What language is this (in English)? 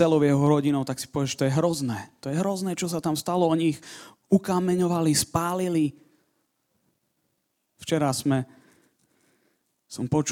Slovak